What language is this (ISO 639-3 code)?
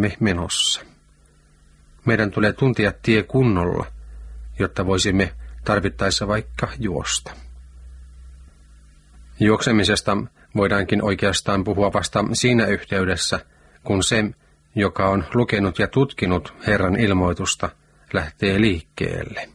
fin